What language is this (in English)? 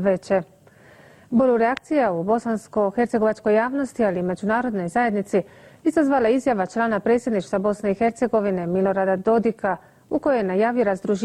Bosnian